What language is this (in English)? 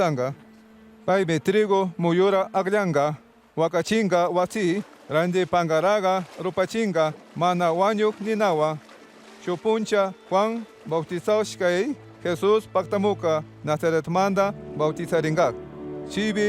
Chimborazo Highland Quichua